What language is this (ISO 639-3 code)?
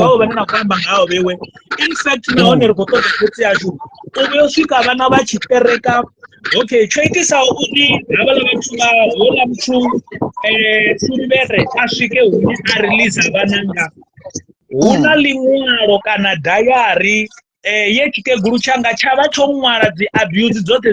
ven